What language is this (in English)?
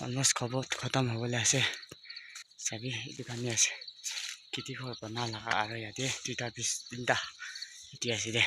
Naga Pidgin